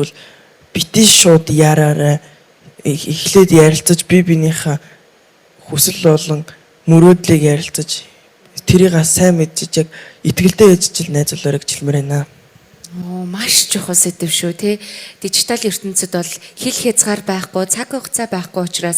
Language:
Mongolian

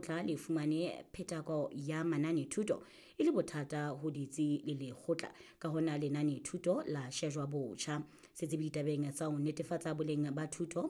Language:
Southern Sotho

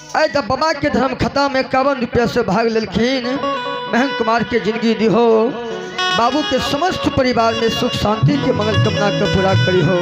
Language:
Maithili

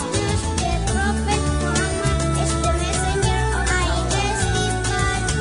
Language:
Indonesian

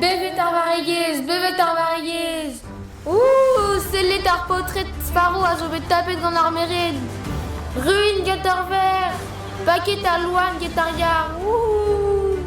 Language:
Breton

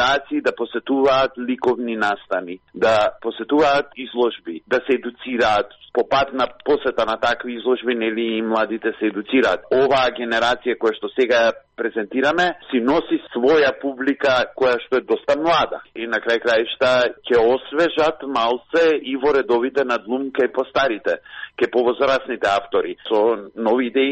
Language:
Macedonian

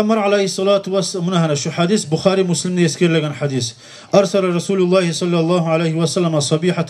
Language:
Kumyk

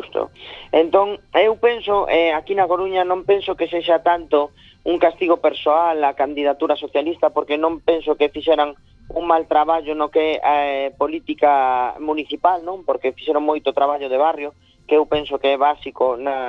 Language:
Galician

